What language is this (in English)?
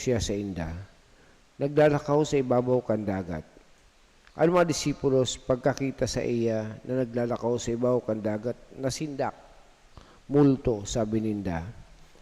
Bikol